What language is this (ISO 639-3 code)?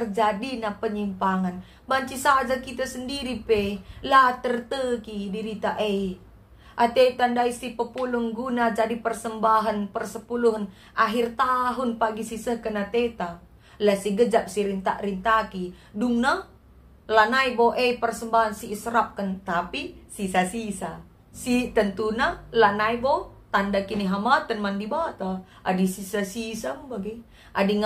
btx